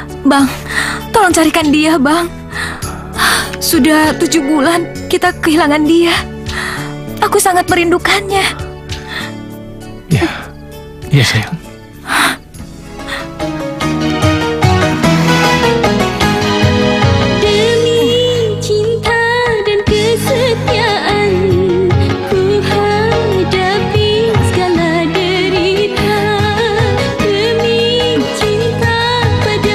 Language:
Indonesian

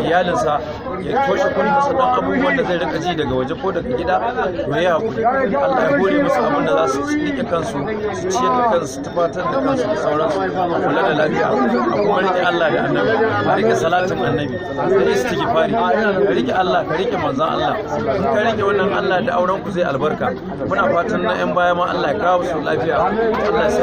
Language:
Hausa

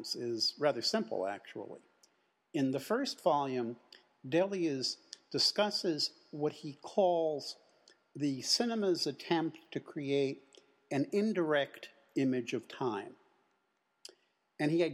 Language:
English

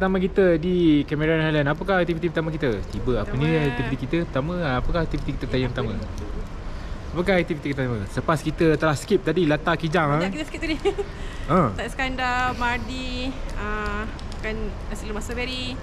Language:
Malay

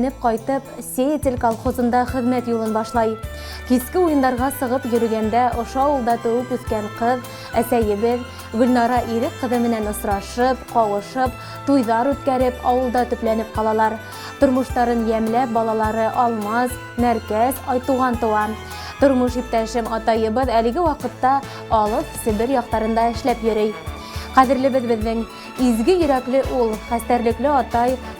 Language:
Bashkir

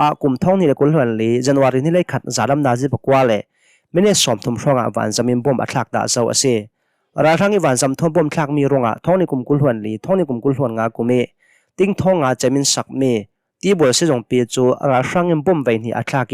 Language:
Hakha Chin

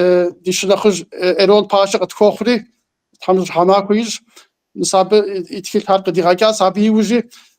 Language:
Kabardian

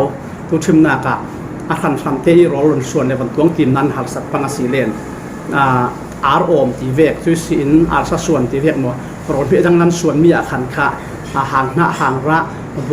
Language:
Falam Chin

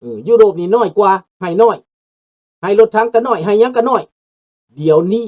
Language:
Lao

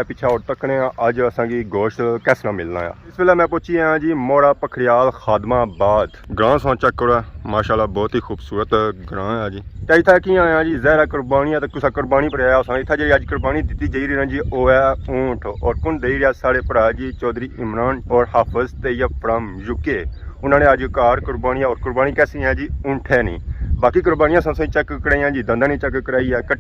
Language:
Pahari-Potwari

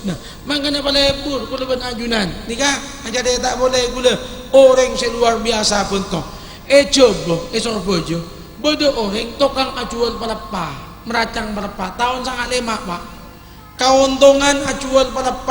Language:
Madurese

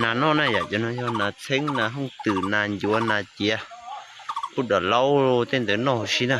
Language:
Hmong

